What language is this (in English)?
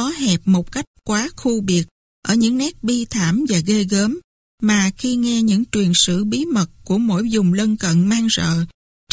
Vietnamese